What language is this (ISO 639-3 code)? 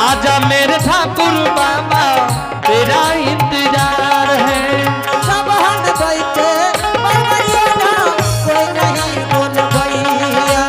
anp